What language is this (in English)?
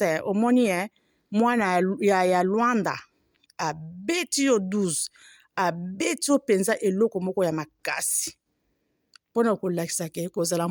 Lingala